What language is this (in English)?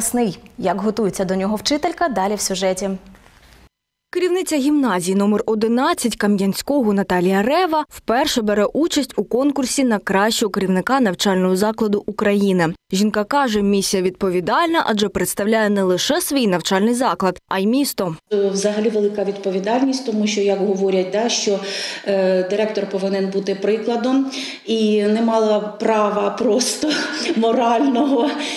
Ukrainian